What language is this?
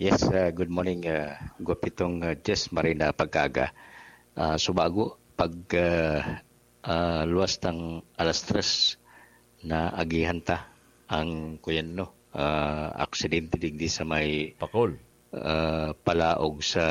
Bikol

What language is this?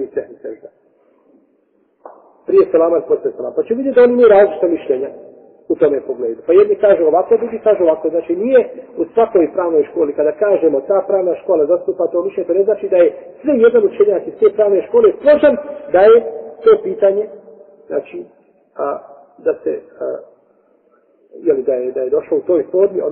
Bosnian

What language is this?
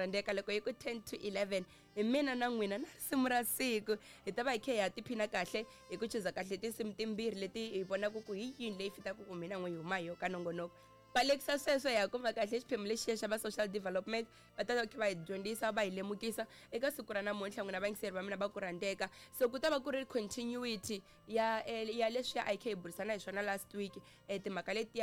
Tsonga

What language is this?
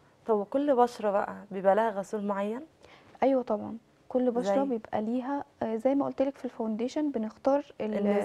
Egyptian Arabic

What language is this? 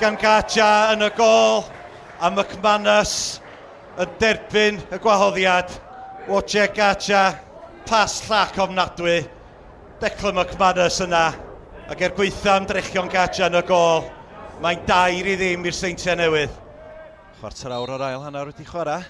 Welsh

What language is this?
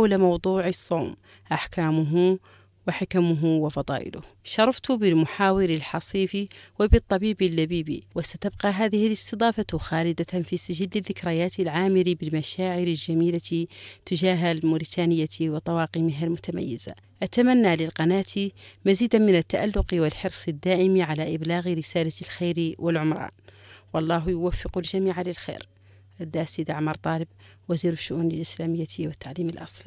Arabic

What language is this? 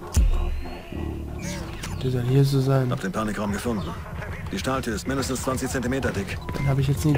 German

